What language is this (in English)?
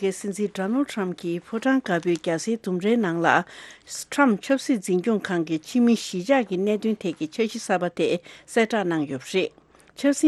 Tibetan